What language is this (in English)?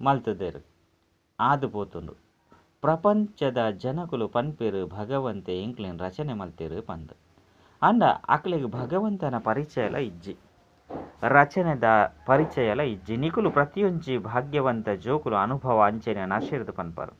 Tulu